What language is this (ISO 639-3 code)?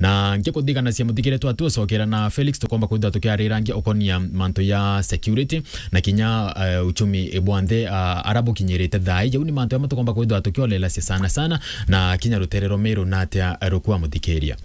mer